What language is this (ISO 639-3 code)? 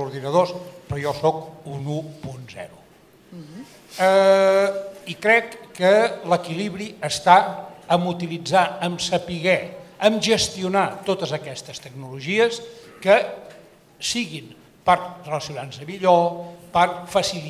cat